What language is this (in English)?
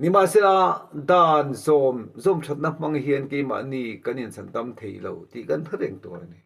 Mizo